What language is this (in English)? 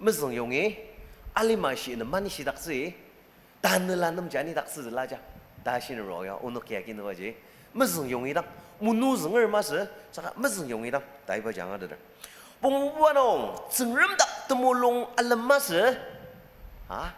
Ao Naga